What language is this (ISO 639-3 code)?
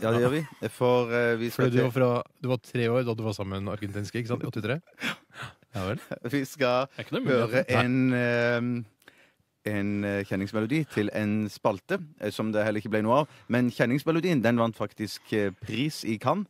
nor